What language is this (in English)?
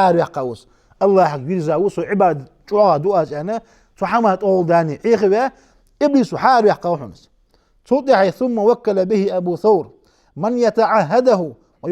Ingush